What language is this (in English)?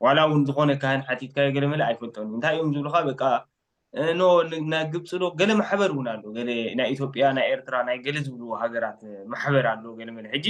Tigrinya